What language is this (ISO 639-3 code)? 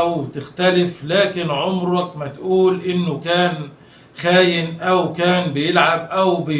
arz